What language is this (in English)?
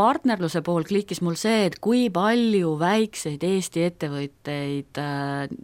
Estonian